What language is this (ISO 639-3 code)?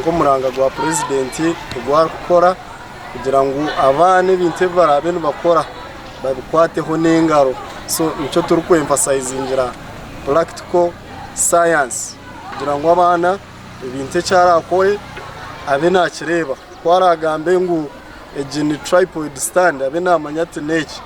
nyn